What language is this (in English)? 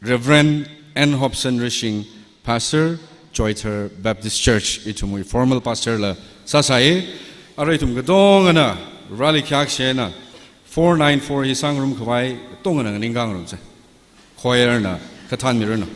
Tangkhul Naga (India)